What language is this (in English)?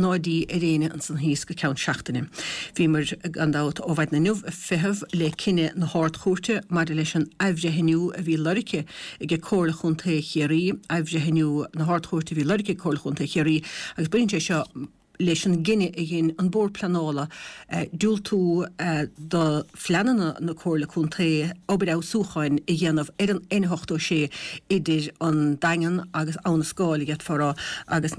Irish